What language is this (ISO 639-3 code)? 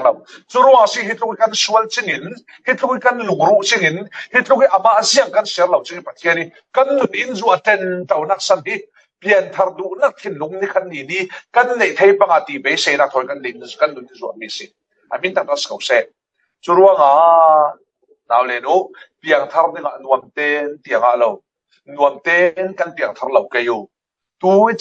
cfm